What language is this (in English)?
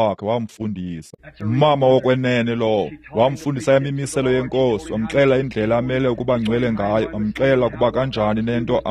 Xhosa